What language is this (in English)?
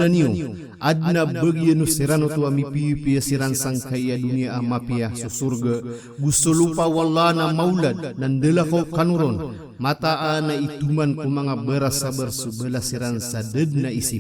Maranao